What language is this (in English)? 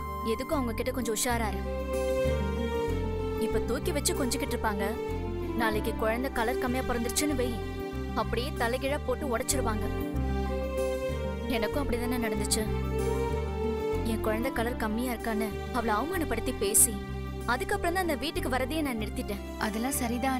Tamil